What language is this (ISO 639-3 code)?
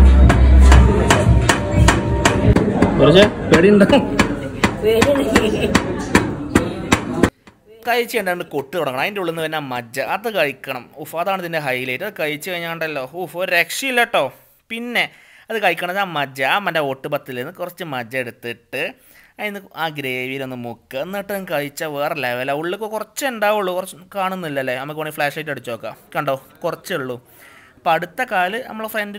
mal